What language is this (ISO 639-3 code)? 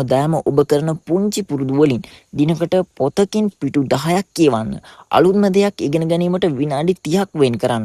sin